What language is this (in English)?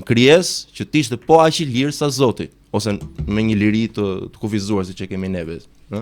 Albanian